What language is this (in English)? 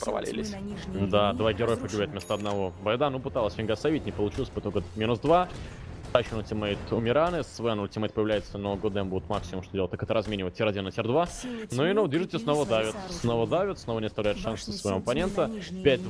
Russian